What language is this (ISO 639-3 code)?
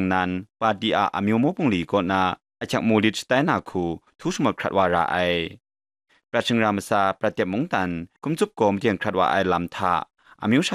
kac